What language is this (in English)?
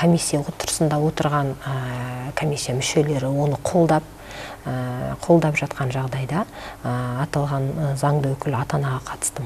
Kazakh